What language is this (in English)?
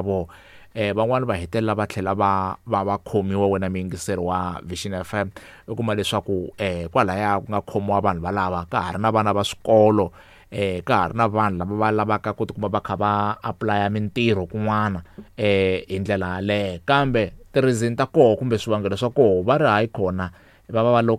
Tsonga